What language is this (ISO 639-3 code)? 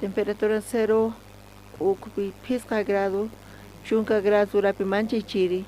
quh